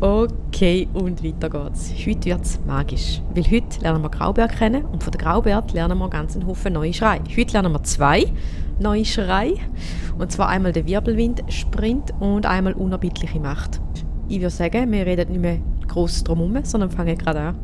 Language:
Swiss German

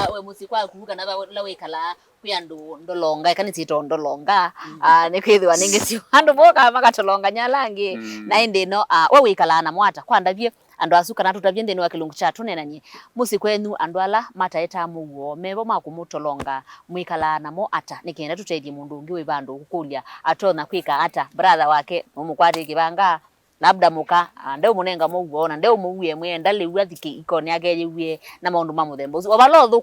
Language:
Kamba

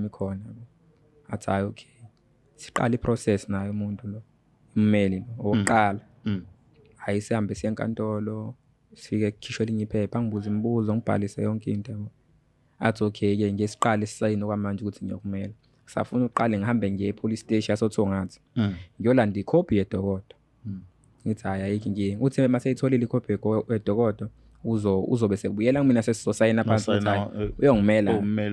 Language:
Zulu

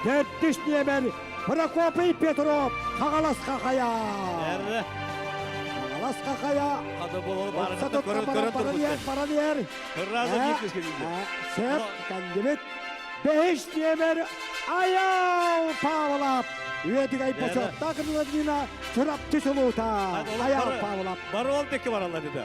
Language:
Yakut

